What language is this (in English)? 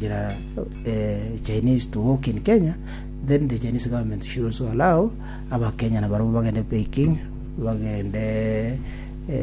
Gusii